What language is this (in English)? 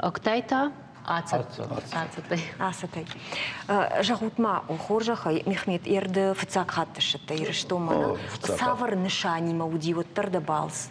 Ossetic